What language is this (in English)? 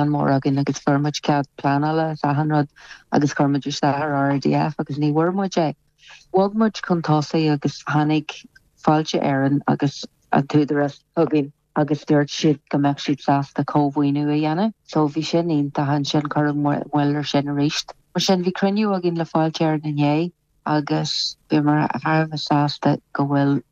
Irish